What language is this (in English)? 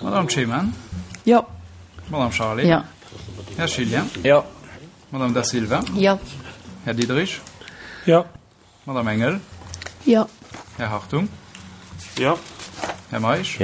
Luxembourgish